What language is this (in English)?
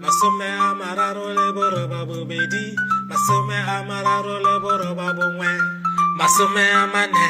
Tswana